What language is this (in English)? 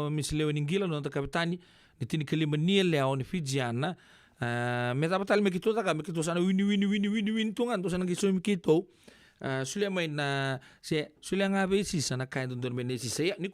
Fijian